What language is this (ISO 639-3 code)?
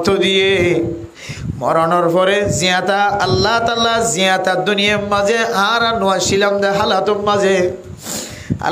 rhg